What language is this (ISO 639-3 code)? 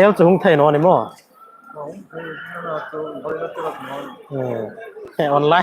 hmr